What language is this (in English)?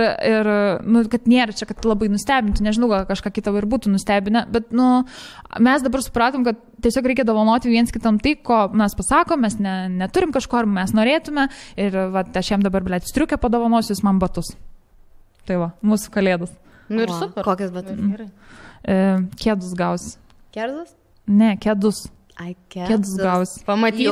Lithuanian